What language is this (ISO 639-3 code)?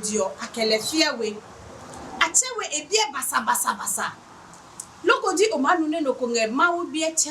ada